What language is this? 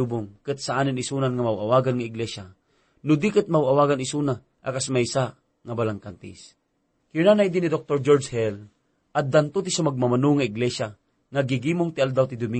Iloko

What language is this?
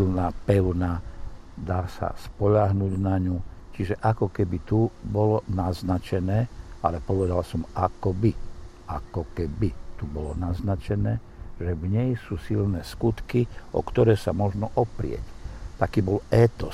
Slovak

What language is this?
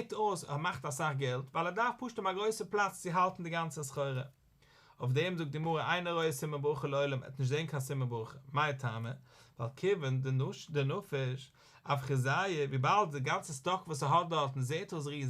Yiddish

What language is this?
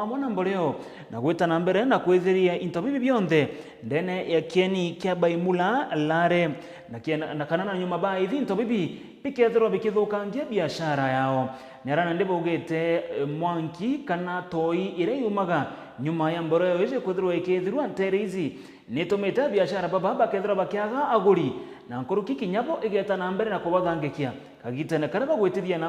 Meru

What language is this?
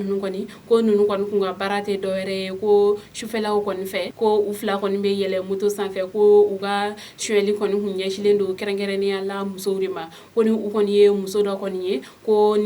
Bambara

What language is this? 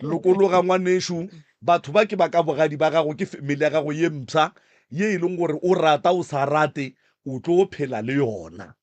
Northern Sotho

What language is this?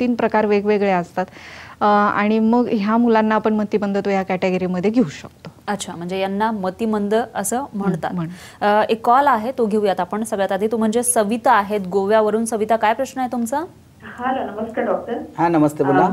Marathi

